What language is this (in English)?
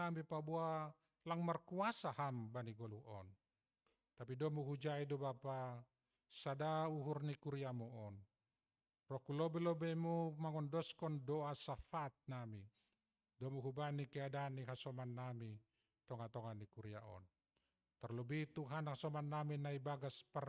Batak Simalungun